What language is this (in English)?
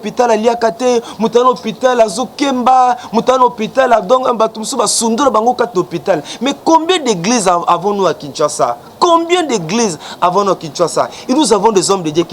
Lingala